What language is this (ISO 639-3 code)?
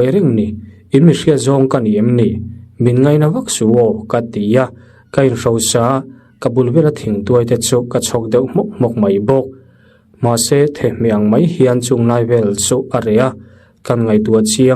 lus